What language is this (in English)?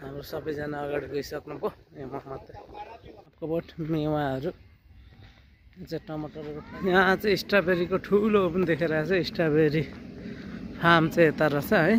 Nepali